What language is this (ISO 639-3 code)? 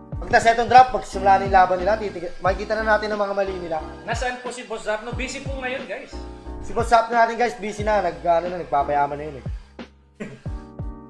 fil